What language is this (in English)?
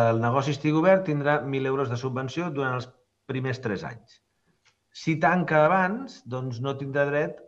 Catalan